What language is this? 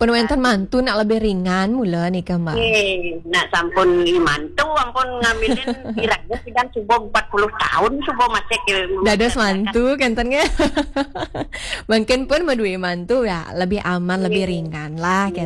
Balinese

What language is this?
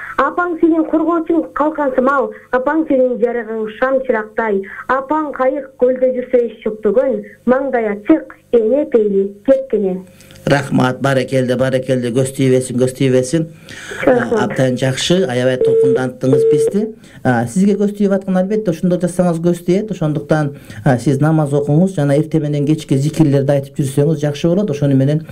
Kyrgyz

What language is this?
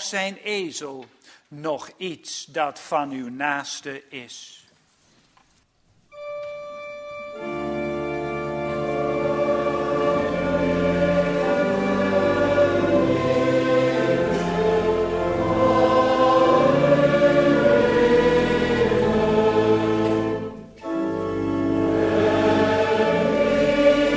Dutch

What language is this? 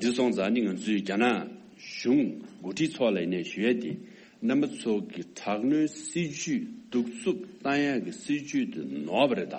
Tibetan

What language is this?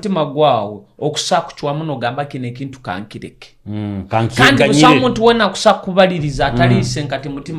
Nyoro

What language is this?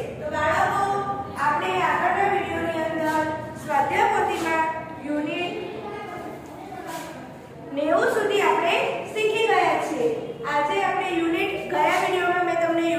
Gujarati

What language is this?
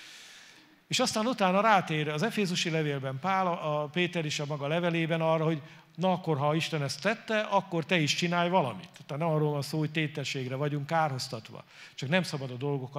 Hungarian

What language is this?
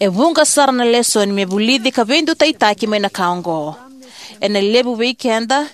Fijian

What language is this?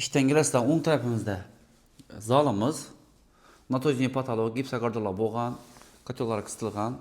Uzbek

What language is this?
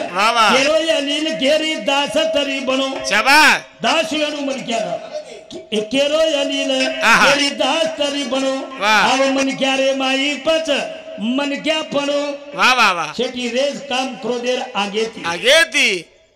Lambadi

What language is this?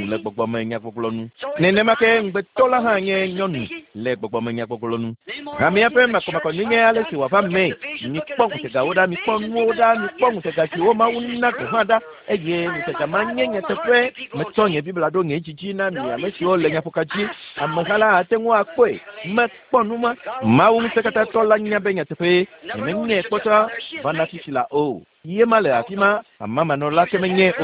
Ewe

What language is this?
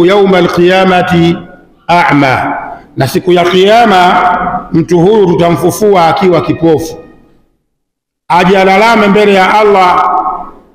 Swahili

